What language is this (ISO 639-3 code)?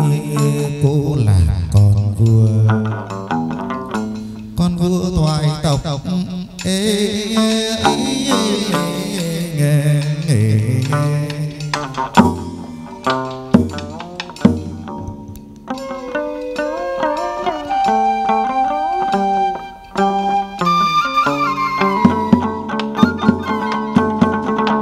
vie